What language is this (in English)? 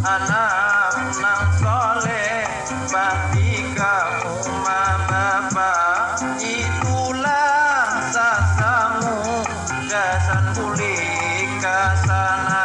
Banjar